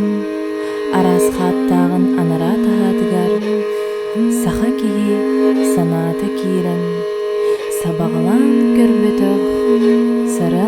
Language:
Yakut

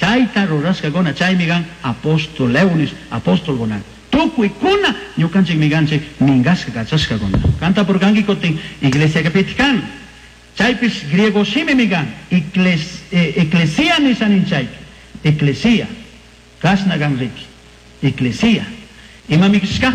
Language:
Chimborazo Highland Quichua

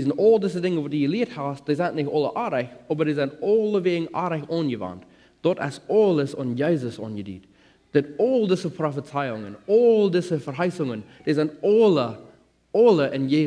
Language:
Plautdietsch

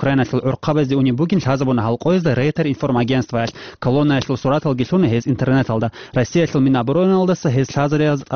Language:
Avaric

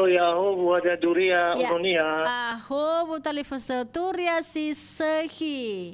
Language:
Nias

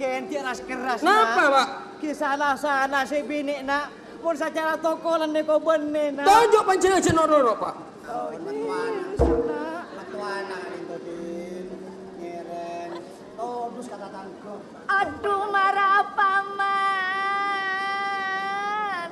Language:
Madurese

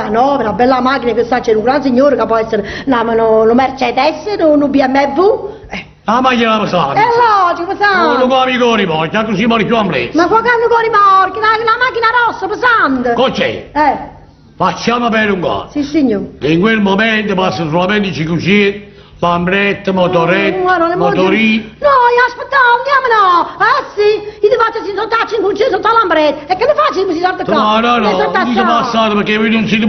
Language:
Neapolitan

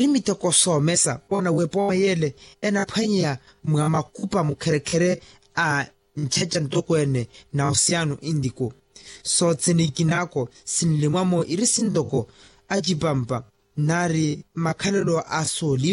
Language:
Makhuwa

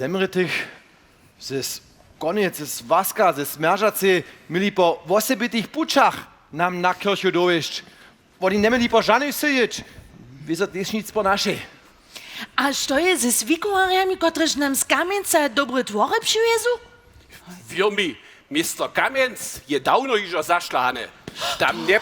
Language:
Upper Sorbian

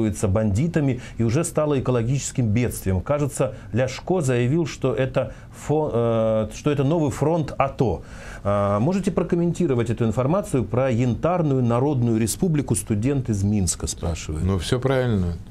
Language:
Russian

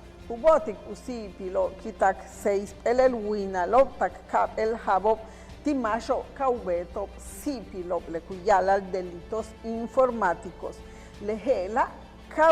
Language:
Yucateco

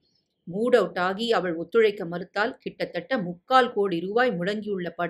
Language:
Tamil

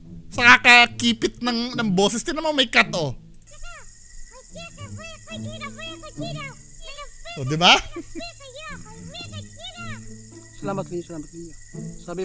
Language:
Filipino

